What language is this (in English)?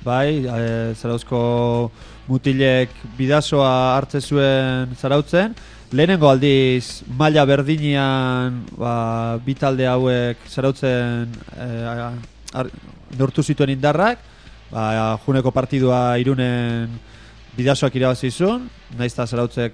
Basque